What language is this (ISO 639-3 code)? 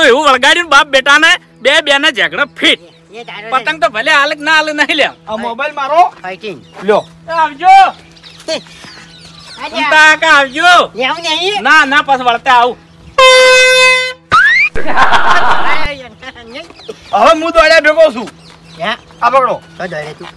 guj